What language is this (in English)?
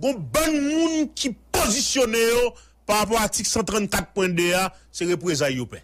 Haitian Creole